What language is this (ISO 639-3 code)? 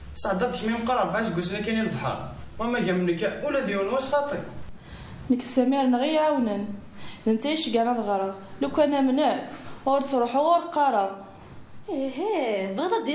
kab